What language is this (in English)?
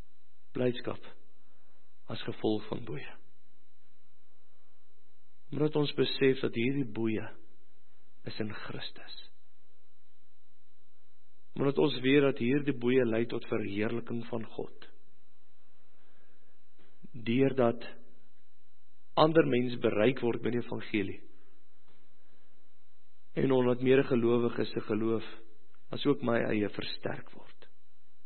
Afrikaans